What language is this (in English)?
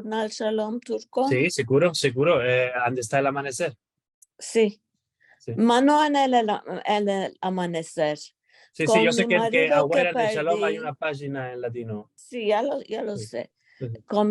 Ladino